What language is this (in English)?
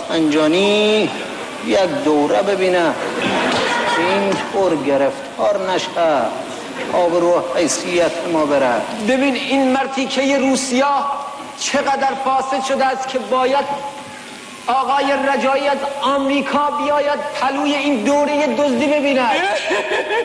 Persian